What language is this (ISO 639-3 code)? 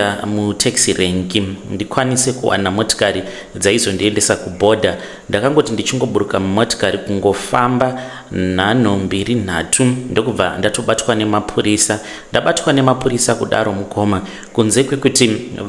sna